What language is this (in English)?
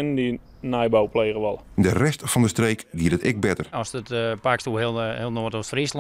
Western Frisian